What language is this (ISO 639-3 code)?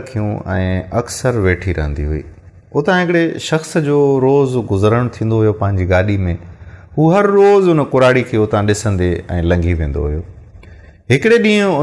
snd